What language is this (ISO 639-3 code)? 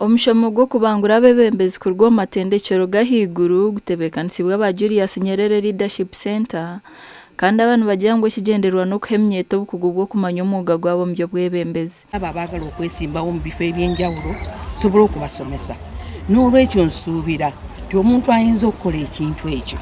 nyn